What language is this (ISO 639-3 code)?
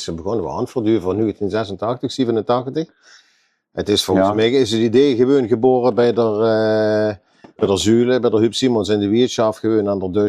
lim